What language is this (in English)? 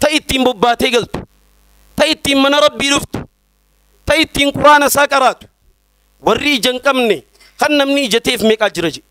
Oromo